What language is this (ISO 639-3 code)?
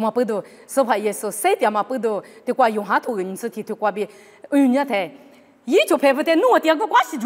lis